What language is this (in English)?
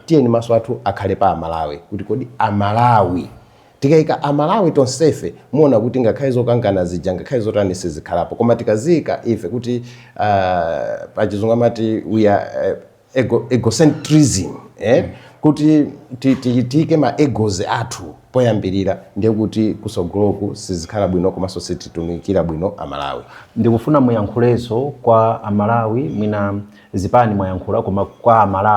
Nyanja